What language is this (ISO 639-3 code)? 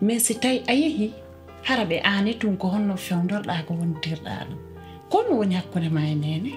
fuf